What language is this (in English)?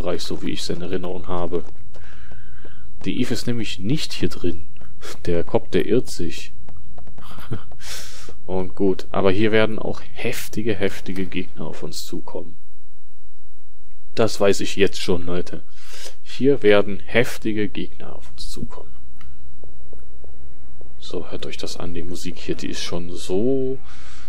German